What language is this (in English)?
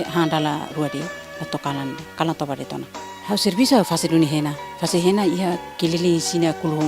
Tetum